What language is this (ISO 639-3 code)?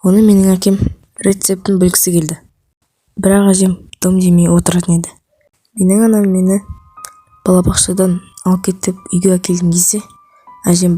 kaz